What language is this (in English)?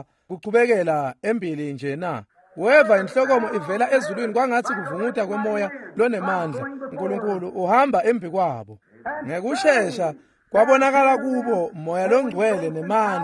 Swati